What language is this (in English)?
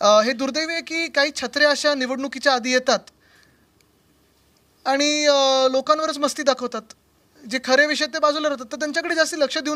Marathi